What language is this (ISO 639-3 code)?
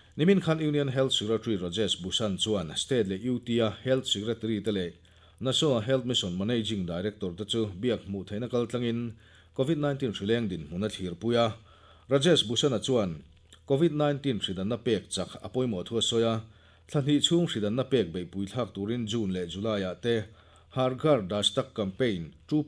lus